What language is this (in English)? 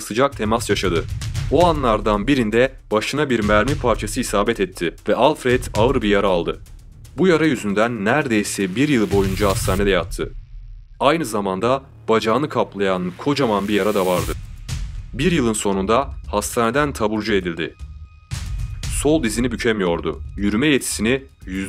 Turkish